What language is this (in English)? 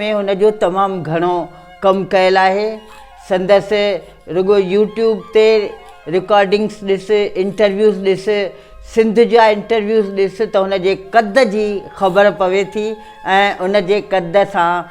Sindhi